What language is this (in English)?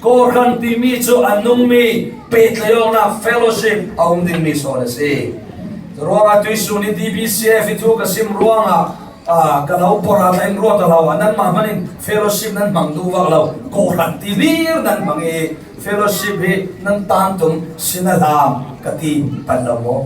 Falam Chin